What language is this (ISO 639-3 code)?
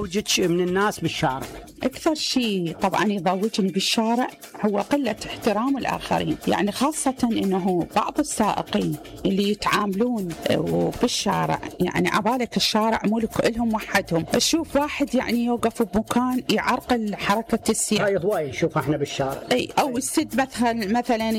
acm